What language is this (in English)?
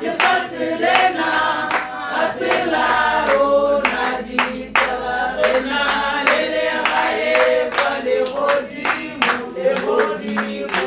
Tswana